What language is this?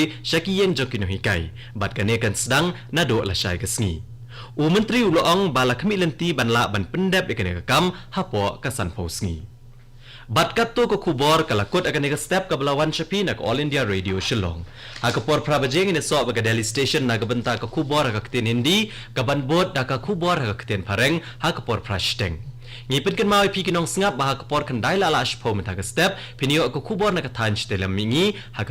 Khasi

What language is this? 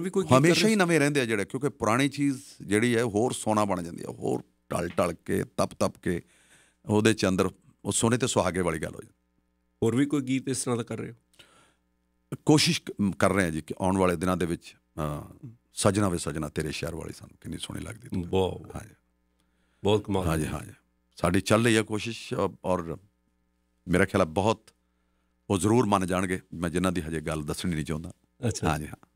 Punjabi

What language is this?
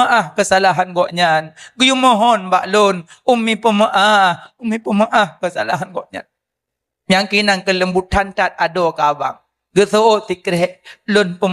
Achinese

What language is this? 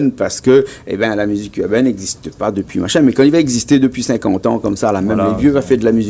Réunion Creole French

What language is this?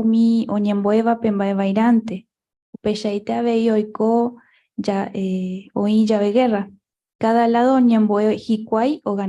Guarani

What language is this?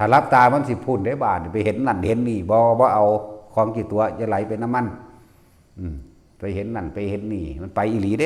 Lao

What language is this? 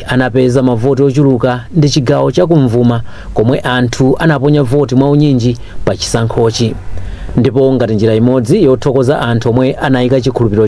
Nyanja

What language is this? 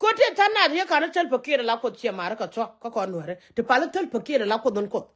Nuer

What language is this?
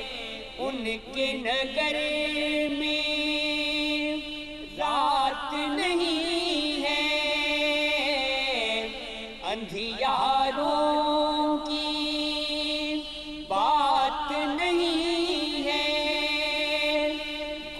Urdu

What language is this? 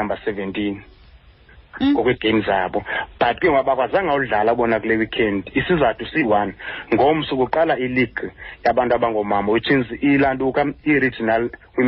Xhosa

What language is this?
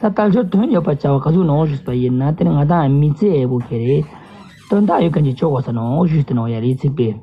Ladakhi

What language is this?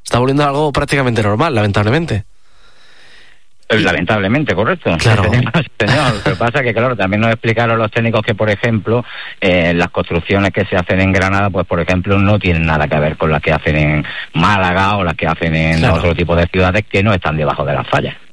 Spanish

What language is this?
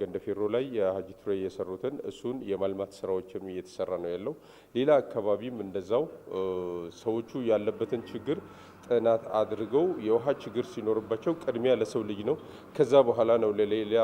Amharic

